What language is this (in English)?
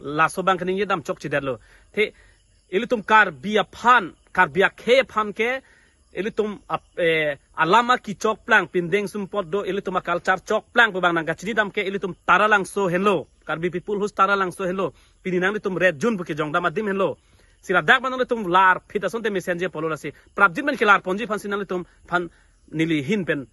Karbi